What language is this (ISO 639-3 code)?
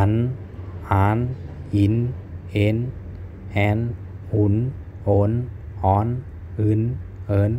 shn